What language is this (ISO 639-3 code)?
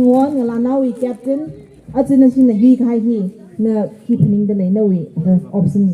nmf